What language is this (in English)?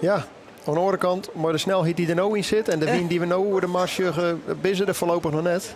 Western Frisian